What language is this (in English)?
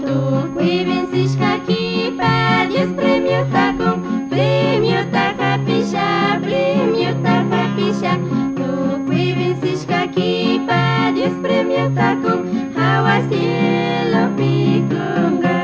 Chimborazo Highland Quichua